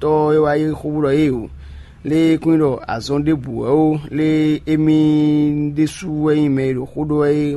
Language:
Fon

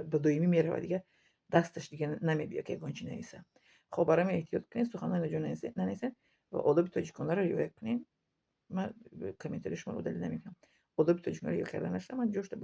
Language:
Tajik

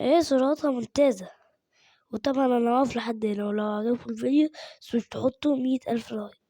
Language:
Egyptian Arabic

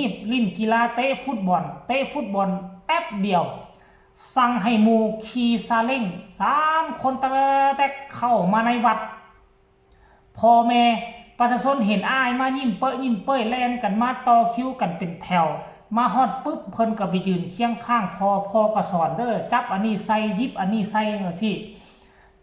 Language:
Lao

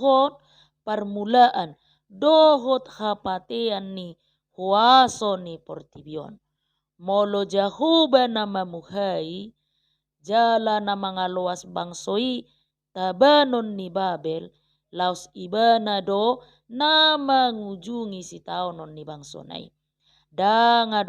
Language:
Batak Toba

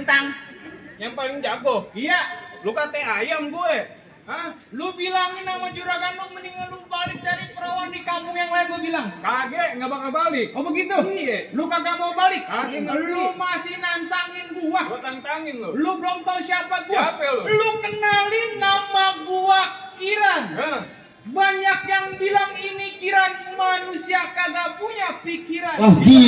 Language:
Betawi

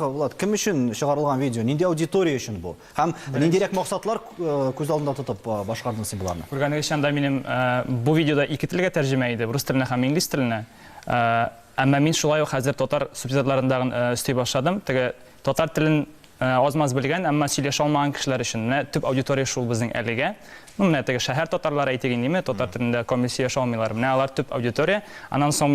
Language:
Tatar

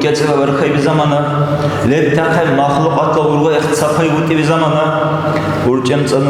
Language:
Dargwa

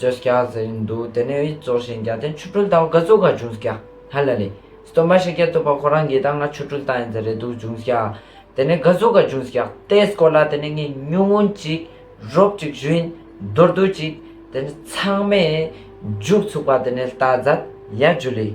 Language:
Ladakhi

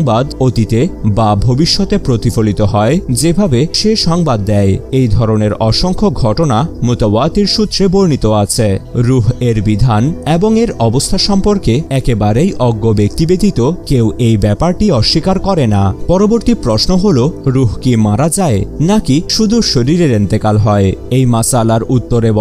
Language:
Bangla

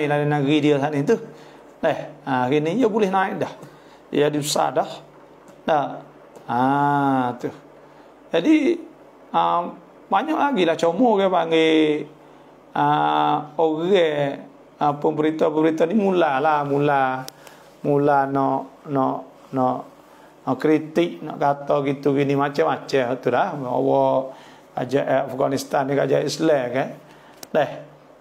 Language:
Malay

